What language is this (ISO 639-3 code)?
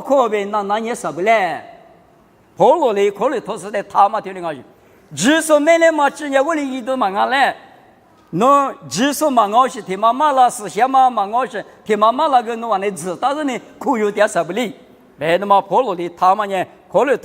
lis